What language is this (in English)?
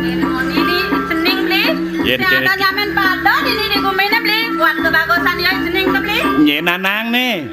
Balinese